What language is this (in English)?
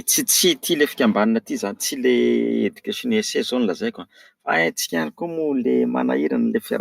Malagasy